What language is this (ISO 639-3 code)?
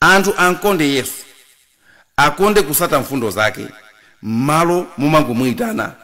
nya